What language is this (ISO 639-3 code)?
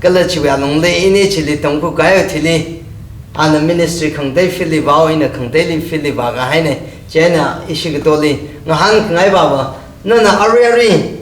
nmf